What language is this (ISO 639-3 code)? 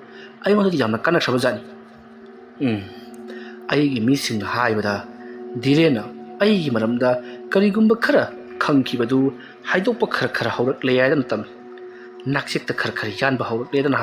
mni